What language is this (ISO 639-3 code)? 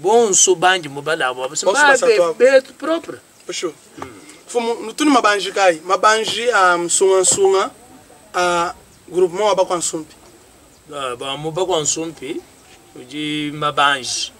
lua